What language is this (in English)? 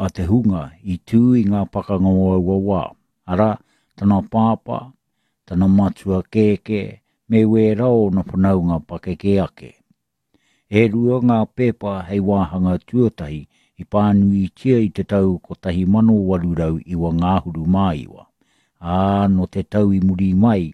Māori